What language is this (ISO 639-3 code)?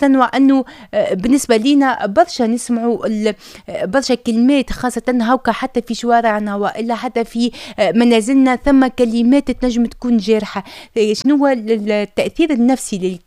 aeb